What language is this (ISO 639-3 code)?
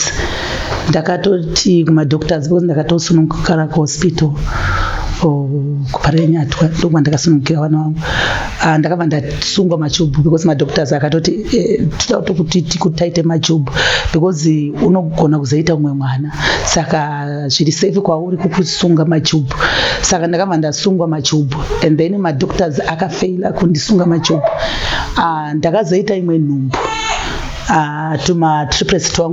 sna